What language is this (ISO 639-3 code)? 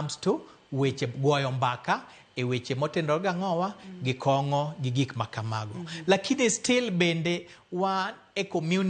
luo